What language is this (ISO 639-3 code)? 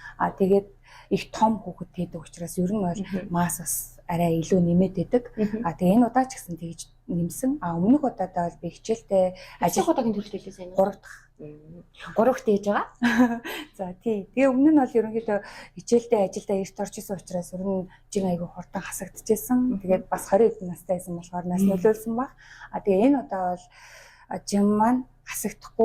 mon